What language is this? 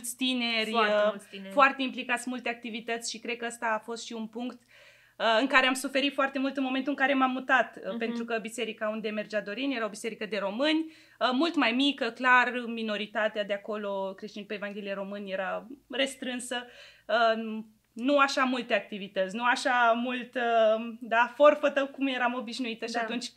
Romanian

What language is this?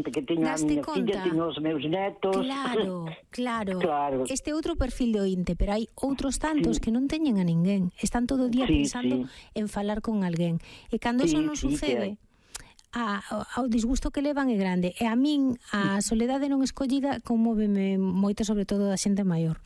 Galician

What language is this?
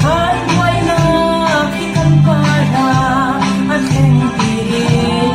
Falam Chin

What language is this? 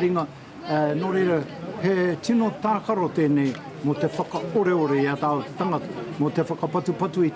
Māori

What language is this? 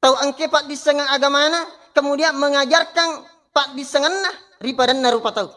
Buginese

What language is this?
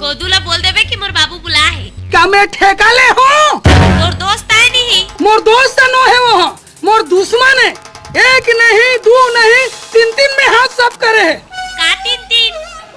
Chhattisgarhi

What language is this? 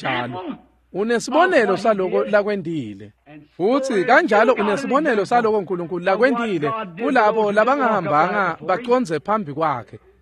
Swati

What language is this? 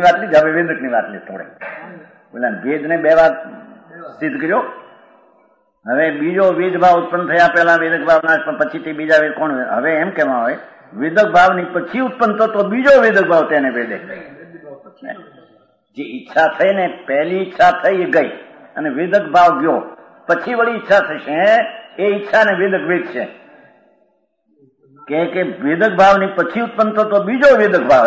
Gujarati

